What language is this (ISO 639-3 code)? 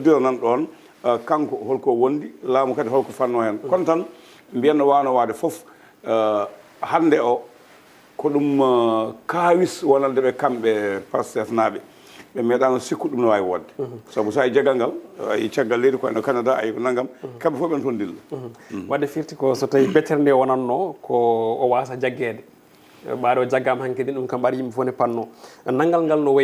ful